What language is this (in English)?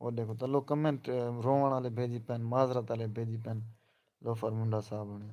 Saraiki